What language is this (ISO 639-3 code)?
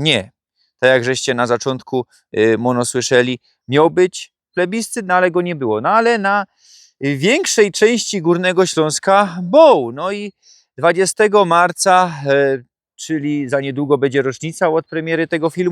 szl